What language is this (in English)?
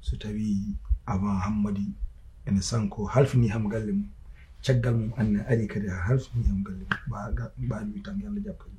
Fula